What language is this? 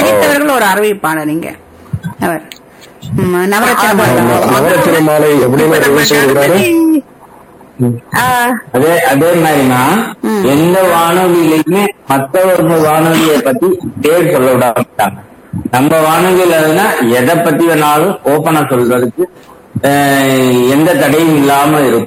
Tamil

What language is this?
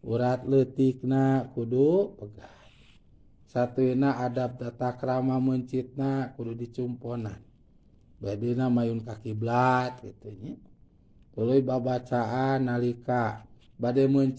Sundanese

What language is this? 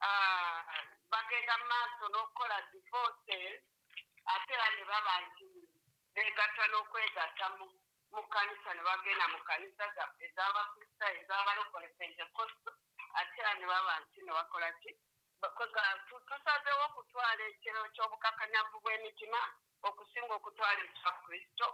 Ganda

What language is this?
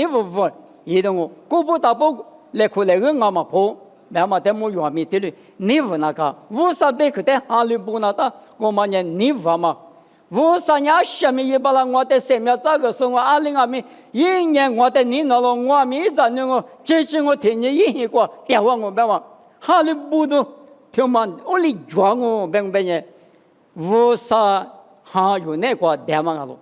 Lisu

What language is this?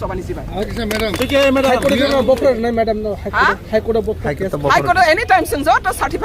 Riang (India)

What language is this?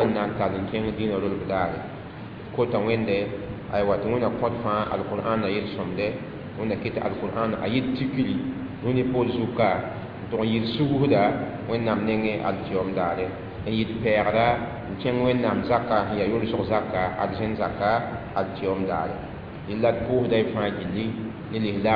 Mossi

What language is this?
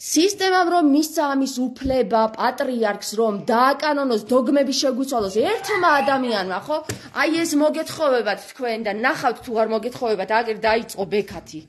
Georgian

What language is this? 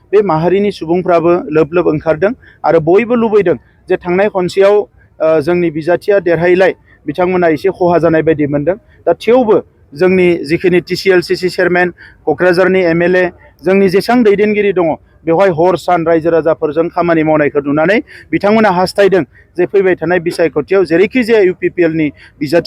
Bodo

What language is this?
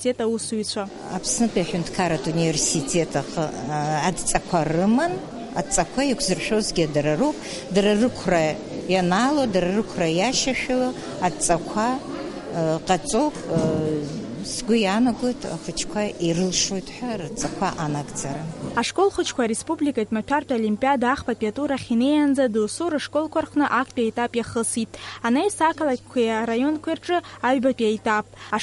Abkhazian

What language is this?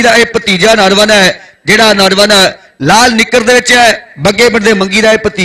Punjabi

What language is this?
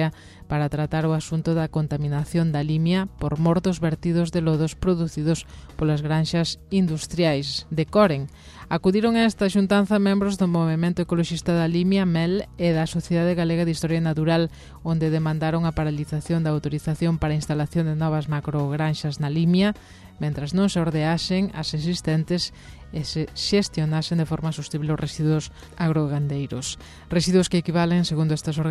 Galician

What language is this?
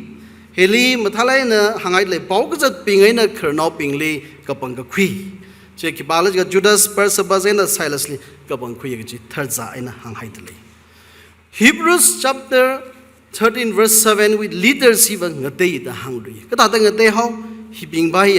Tangkhul Naga (India)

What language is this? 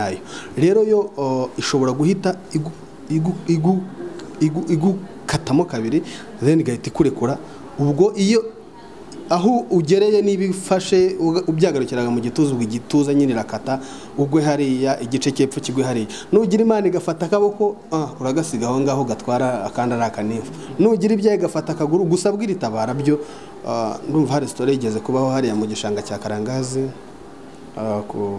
Kinyarwanda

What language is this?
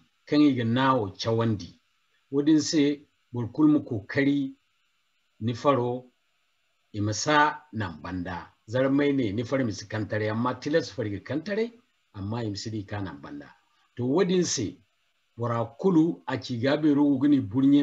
Zarma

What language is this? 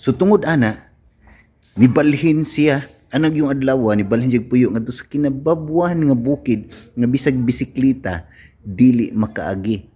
Cebuano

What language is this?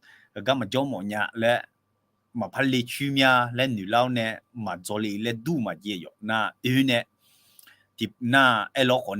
Akha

